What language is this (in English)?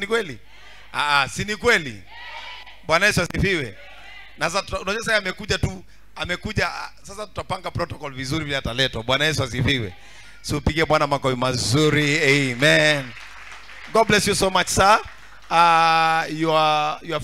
Swahili